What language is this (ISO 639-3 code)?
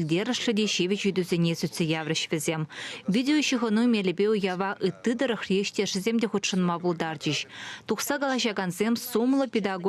chv